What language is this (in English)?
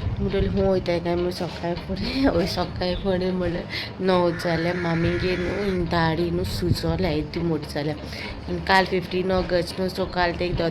Konkani